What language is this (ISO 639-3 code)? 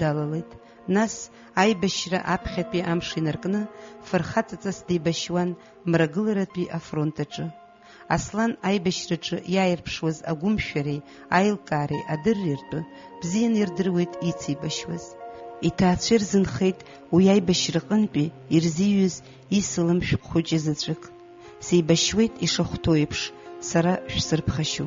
abk